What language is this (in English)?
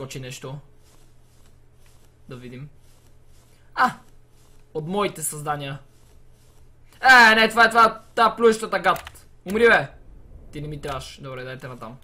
Bulgarian